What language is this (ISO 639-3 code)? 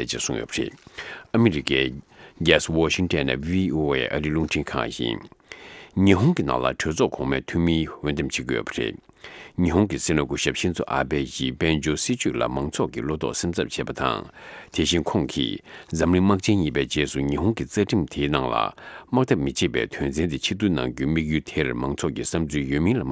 bod